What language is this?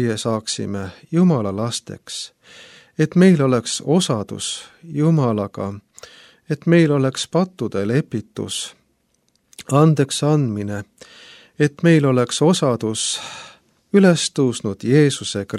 Estonian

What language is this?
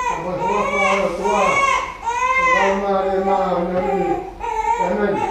Tongan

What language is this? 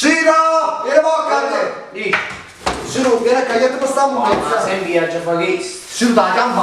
Neapolitan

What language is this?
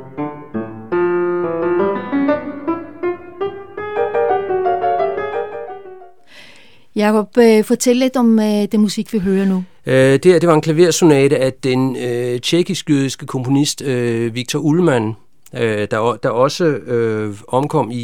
Danish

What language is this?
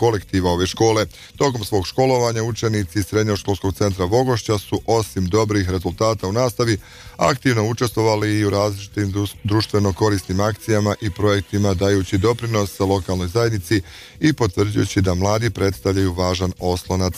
Bosnian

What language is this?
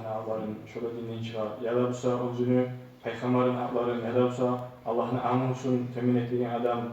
Kumyk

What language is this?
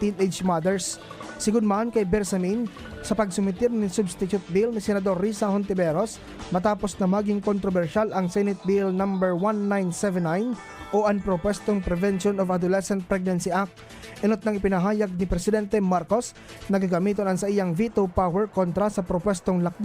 Bikol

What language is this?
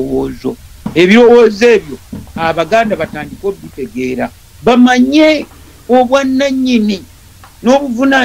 Ganda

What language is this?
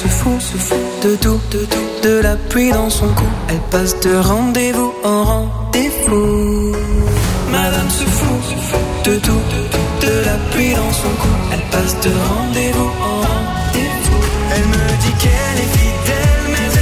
French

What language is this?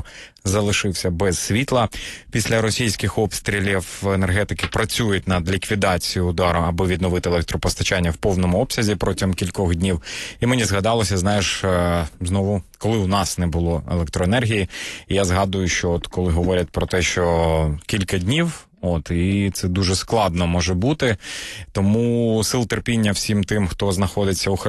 Ukrainian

